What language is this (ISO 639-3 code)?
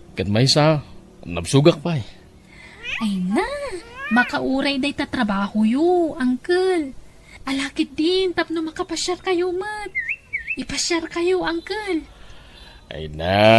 ilo